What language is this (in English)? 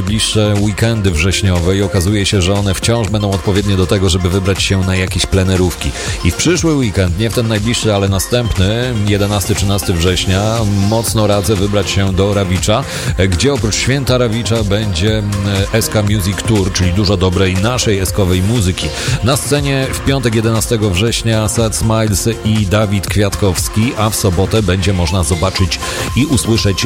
Polish